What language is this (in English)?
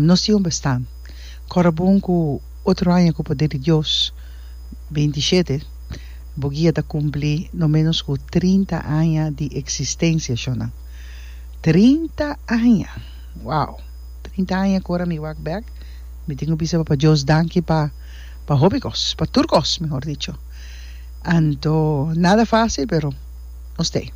Papiamento